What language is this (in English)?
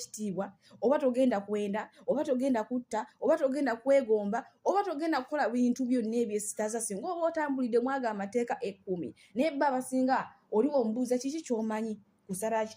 Ganda